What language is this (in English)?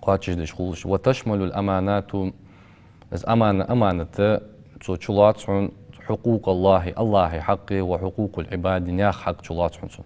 Ingush